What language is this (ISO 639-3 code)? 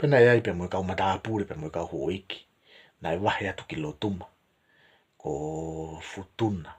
ton